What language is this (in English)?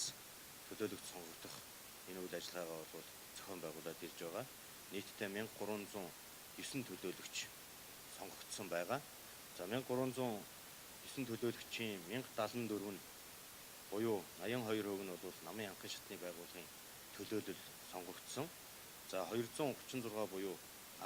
Mongolian